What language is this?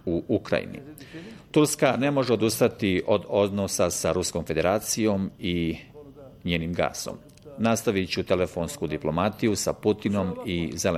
Bosnian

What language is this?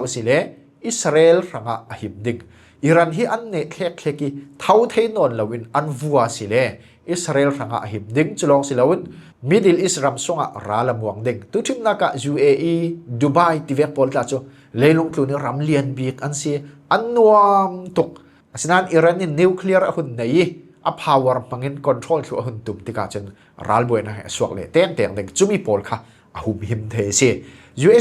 Falam Chin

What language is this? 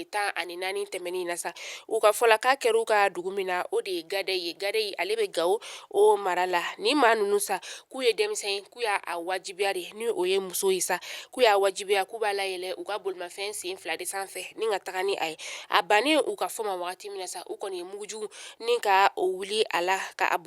Bambara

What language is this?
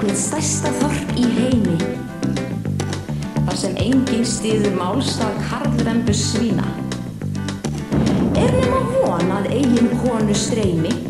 Icelandic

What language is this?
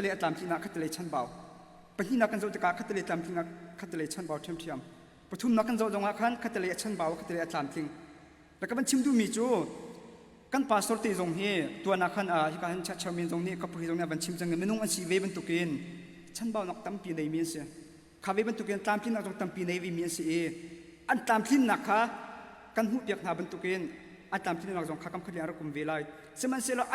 Hakha Chin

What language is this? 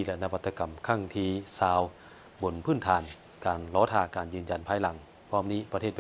Lao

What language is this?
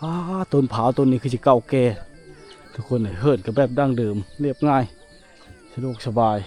Lao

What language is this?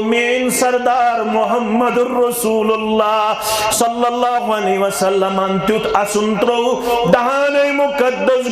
Kashmiri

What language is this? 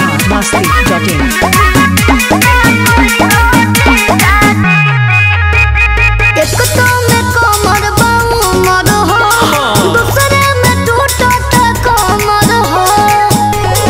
Bhojpuri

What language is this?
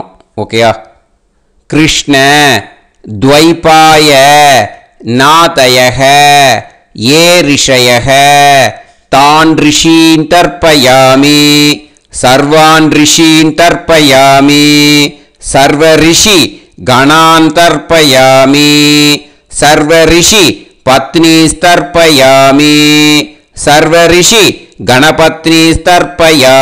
Tamil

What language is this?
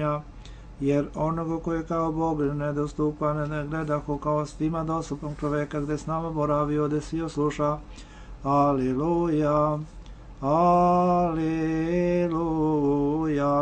Serbian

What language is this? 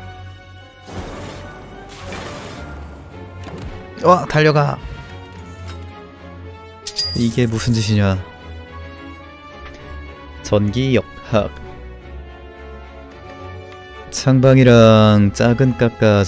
Korean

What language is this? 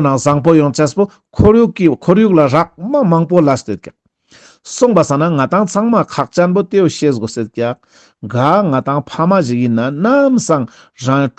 Ladakhi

